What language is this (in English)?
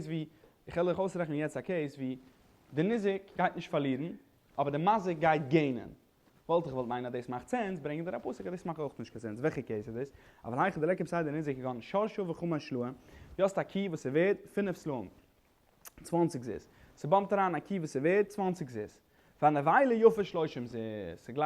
Yiddish